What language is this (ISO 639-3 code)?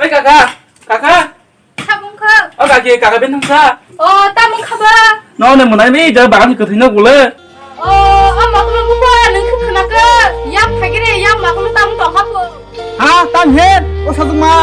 trp